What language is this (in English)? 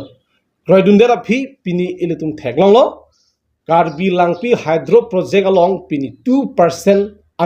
Karbi